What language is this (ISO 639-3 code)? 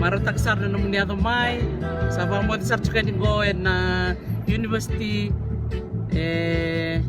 fij